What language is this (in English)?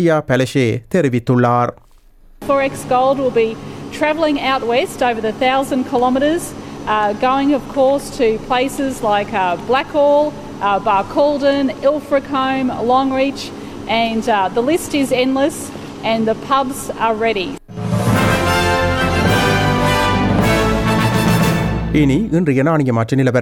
Tamil